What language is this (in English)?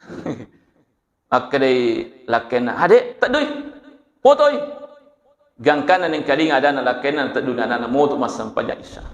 Buginese